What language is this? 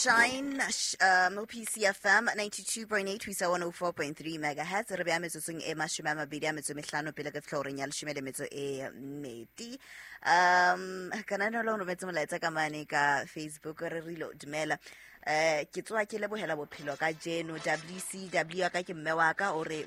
Southern Sotho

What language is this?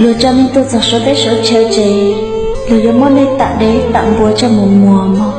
Hmong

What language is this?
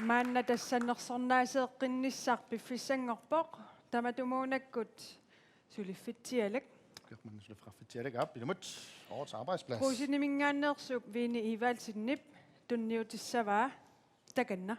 Kalaallisut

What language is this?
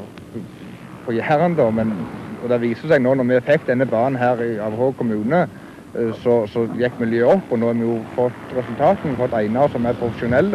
Norwegian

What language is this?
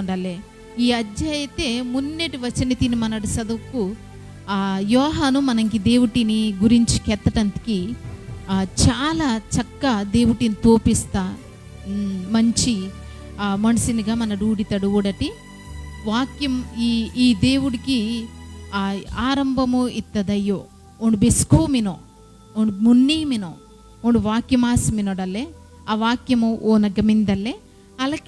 Koya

